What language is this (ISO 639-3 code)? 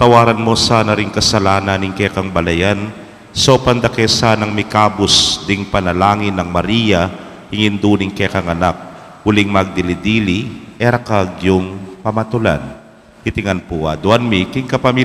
pam